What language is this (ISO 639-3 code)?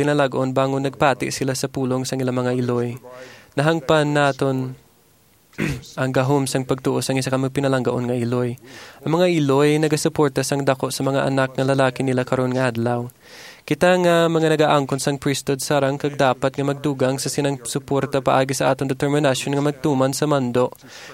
hil